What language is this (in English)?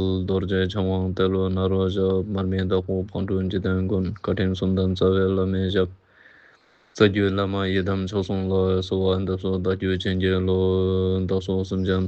Ladakhi